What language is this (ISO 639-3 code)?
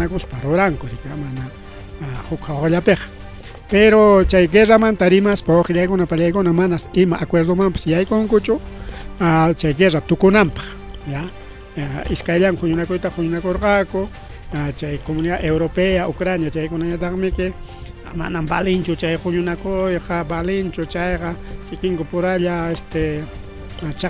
quy